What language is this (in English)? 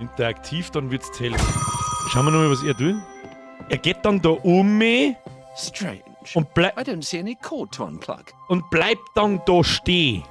Bavarian